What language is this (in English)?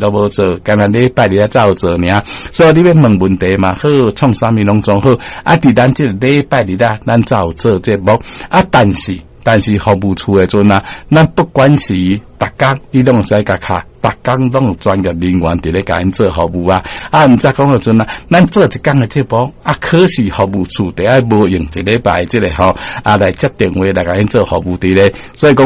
Min Nan Chinese